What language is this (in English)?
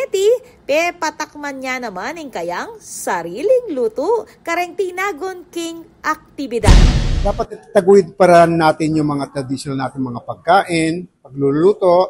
Pampanga